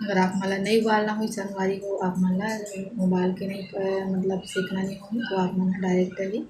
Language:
Chhattisgarhi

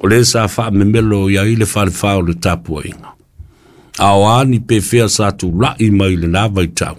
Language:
Samoan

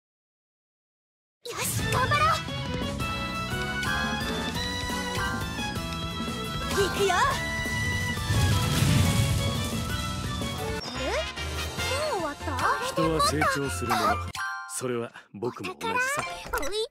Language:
Japanese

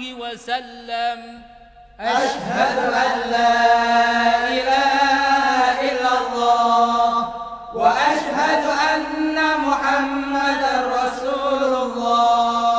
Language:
Arabic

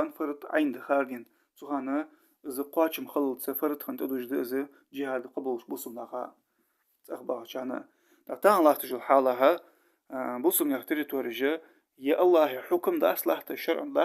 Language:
Ingush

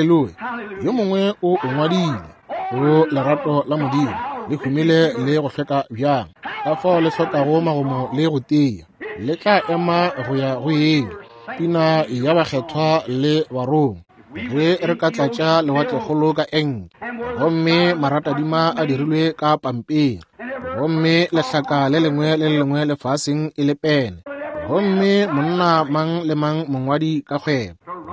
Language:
Northern Sotho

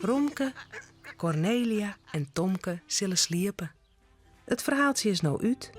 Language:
Western Frisian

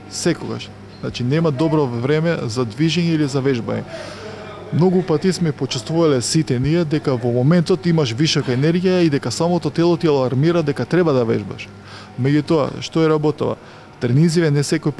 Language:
Macedonian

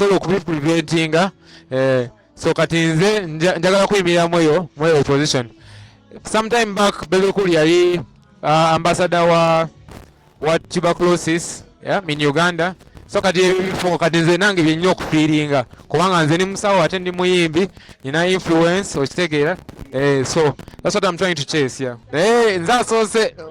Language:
Ganda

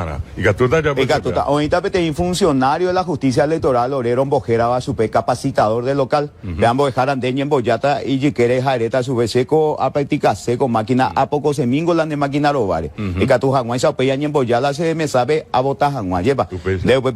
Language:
Guarani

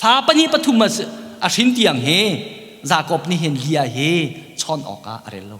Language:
Hakha Chin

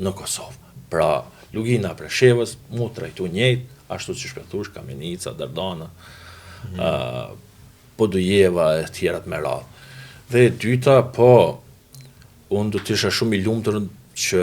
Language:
Albanian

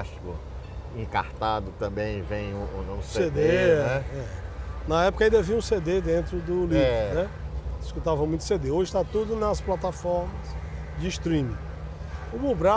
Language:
Portuguese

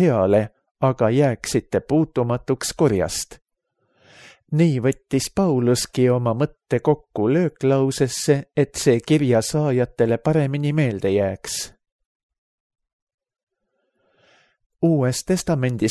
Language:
Estonian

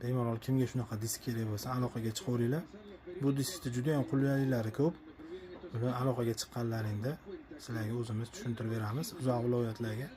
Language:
Uzbek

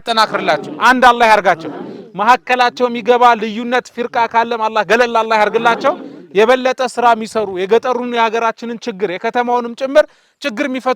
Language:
Amharic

